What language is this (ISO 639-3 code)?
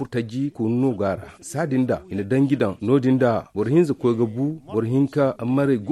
dje